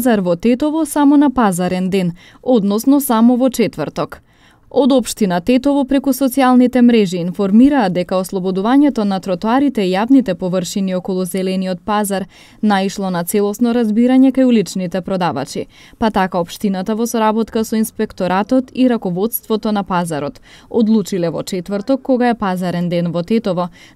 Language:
Macedonian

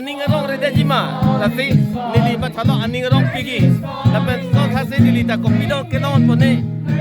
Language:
Karbi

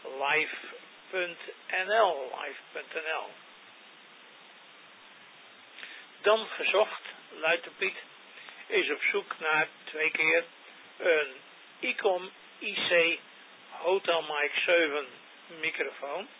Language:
Dutch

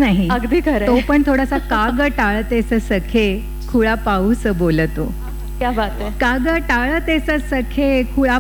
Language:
Marathi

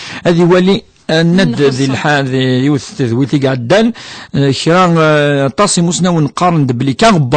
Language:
Kabyle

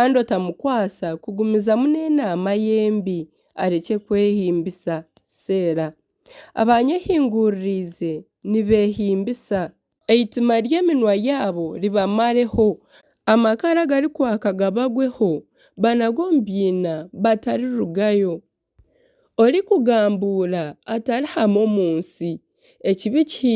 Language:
Nyankole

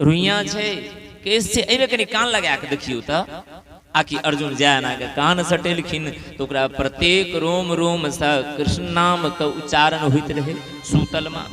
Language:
Maithili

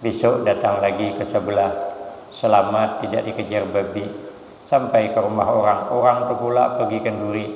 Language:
Banjar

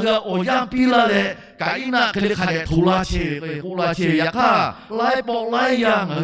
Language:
Lahu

